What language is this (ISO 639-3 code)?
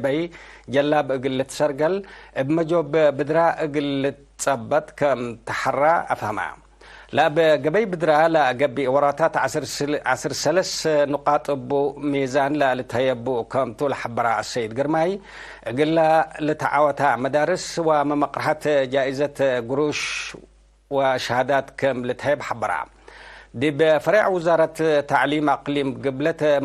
tig